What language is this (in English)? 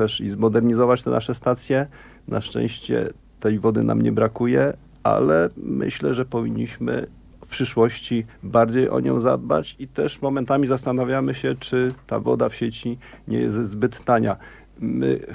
Polish